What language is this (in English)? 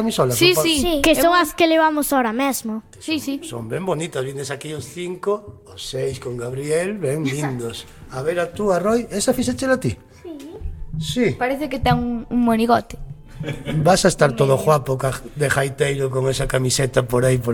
Galician